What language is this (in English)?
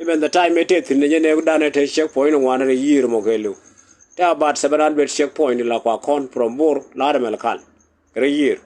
Nuer